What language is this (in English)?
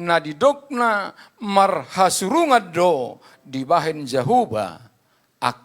Batak Toba